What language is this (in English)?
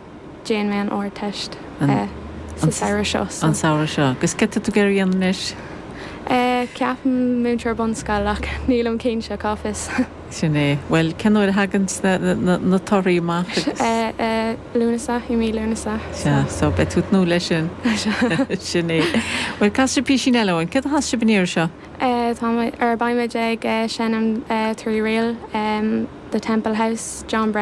Irish